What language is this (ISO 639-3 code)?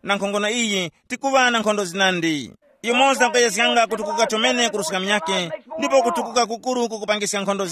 tum